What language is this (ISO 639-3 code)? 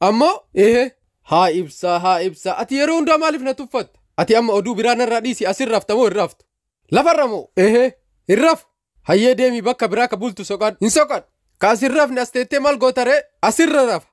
orm